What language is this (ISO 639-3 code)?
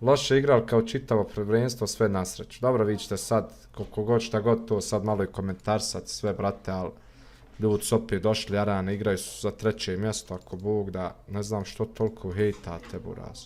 bos